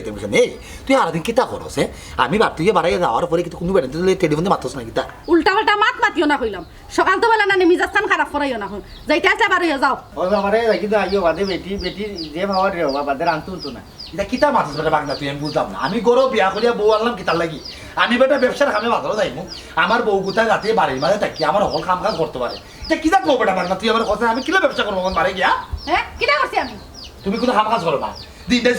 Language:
Sylheti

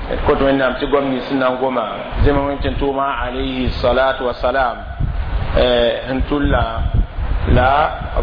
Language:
Mossi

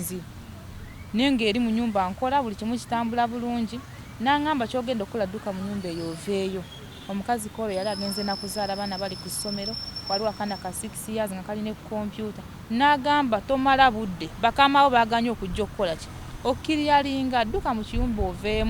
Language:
Ganda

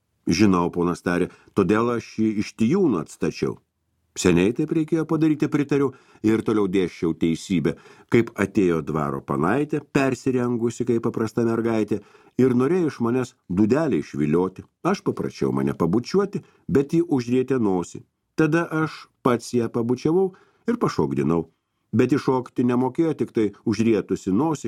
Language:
Lithuanian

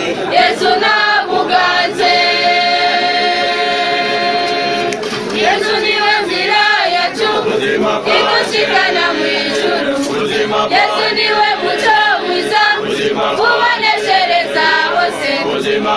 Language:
Rundi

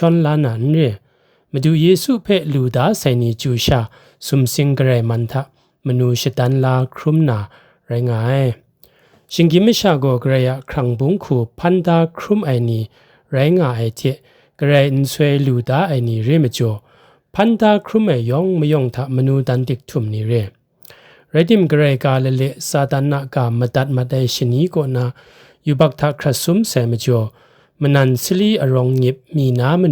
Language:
Kachin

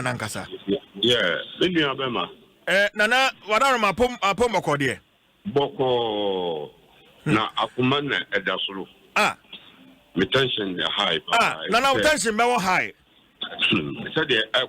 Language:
Akan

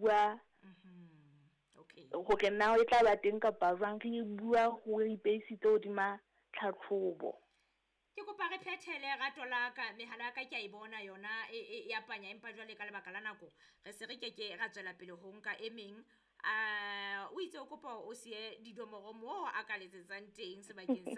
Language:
Southern Sotho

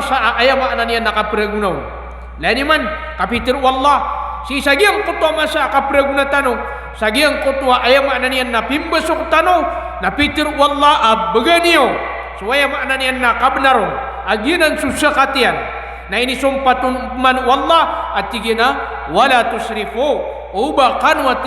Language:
Maranao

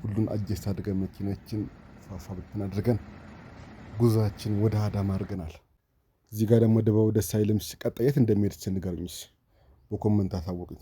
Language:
Amharic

